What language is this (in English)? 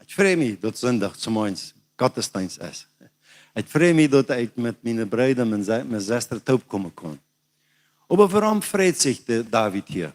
Plautdietsch